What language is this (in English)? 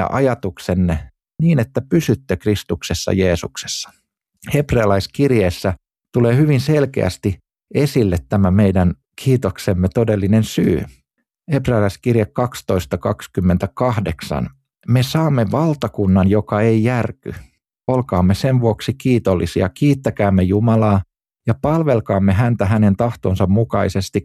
Finnish